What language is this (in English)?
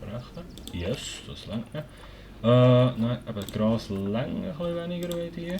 Swiss German